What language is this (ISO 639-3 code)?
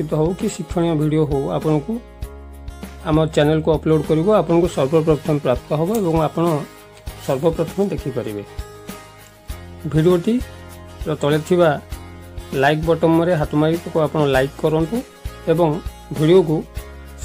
ori